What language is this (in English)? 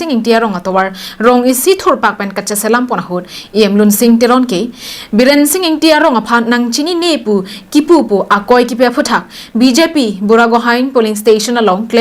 Karbi